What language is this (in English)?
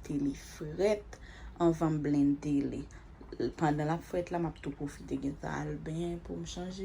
Haitian Creole